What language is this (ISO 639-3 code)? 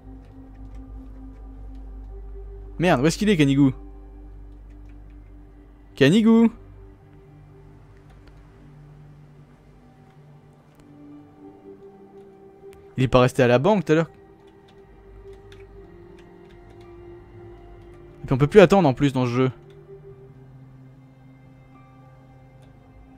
fra